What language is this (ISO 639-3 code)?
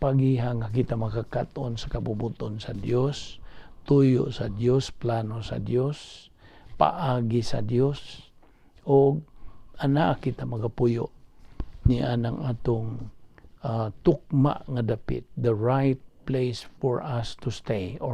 ceb